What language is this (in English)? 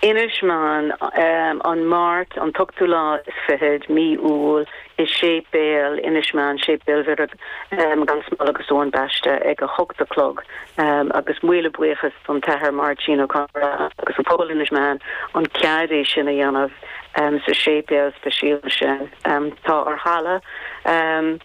Irish